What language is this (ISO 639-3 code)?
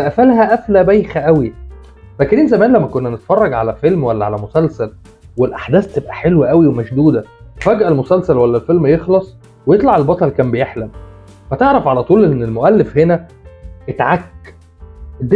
arz